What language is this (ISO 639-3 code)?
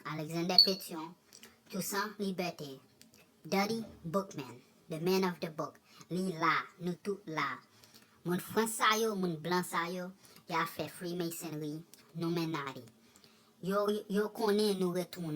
hat